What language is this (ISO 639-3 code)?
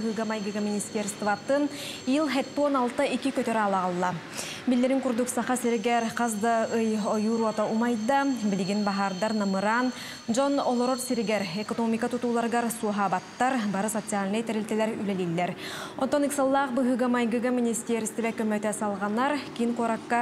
sah